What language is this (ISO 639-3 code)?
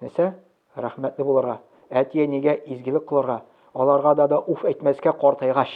tat